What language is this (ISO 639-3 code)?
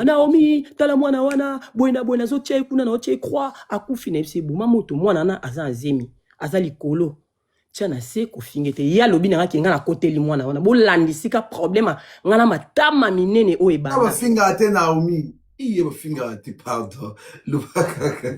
lin